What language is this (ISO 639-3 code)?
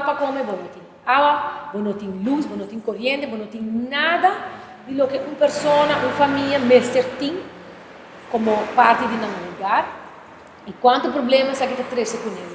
pap